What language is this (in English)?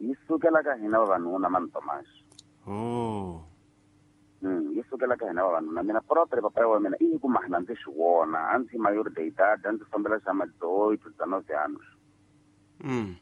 Tsonga